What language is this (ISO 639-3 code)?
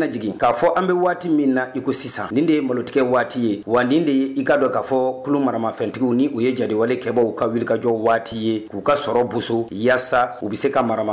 bam